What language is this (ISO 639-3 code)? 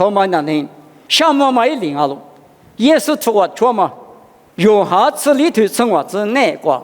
lis